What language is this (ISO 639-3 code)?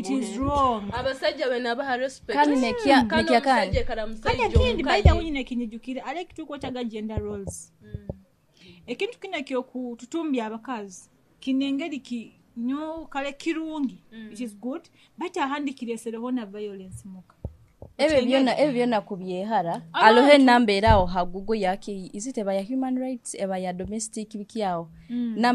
nyo